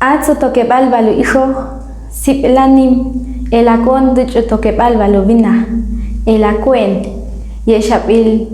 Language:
Ixil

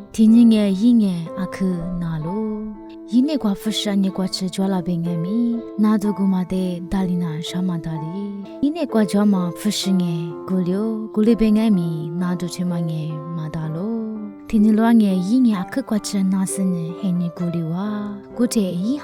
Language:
Lisu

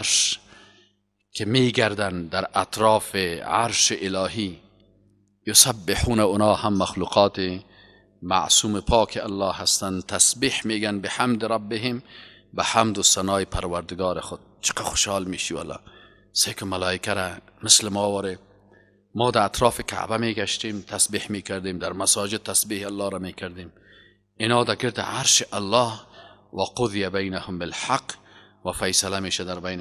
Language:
Persian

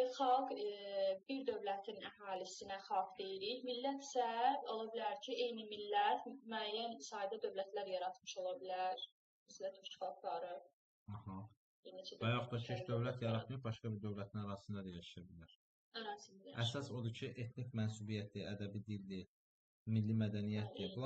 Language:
Azerbaijani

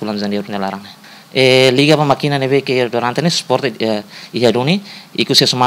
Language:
Tetum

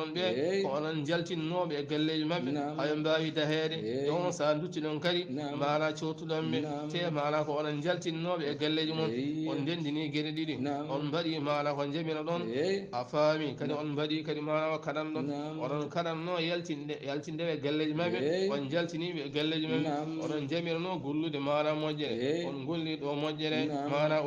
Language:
Fula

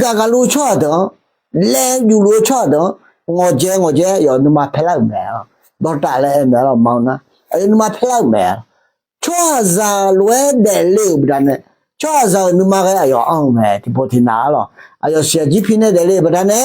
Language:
Akha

